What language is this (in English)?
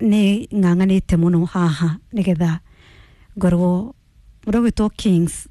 Kikuyu